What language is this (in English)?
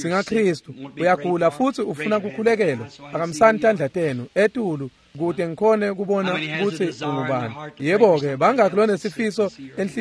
Swati